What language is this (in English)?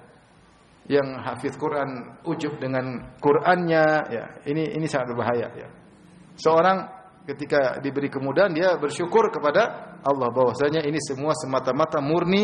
Indonesian